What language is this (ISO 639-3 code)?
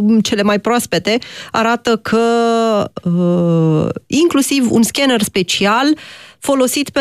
ron